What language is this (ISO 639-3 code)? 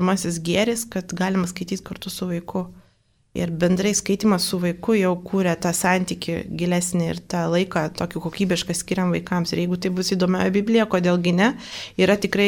lit